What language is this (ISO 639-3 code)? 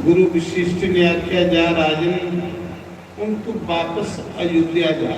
doi